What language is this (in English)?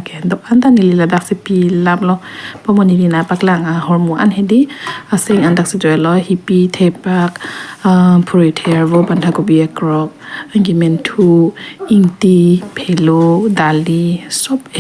Karbi